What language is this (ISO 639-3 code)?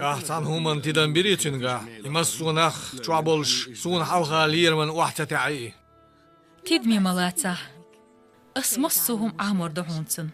che